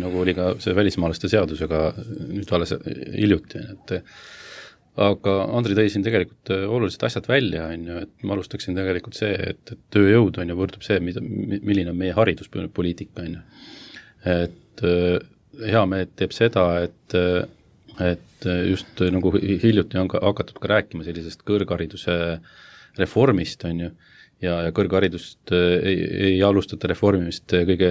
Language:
Estonian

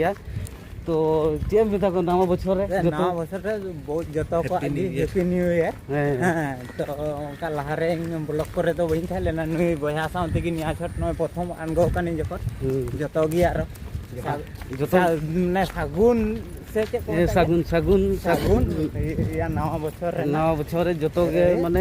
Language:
Santali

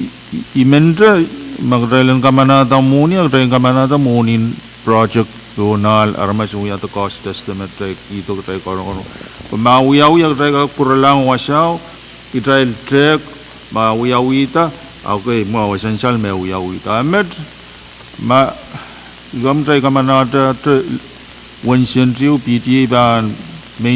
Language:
Pohnpeian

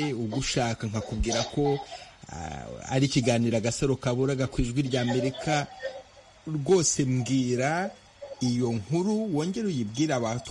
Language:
Kinyarwanda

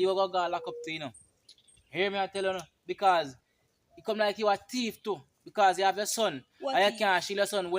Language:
Jamaican Creole English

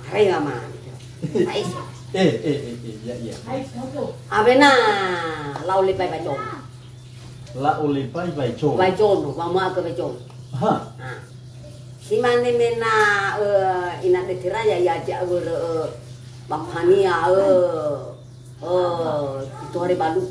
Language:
Nias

